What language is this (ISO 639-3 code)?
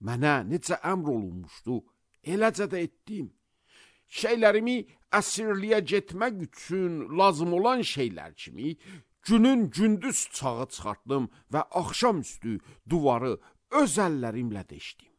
aze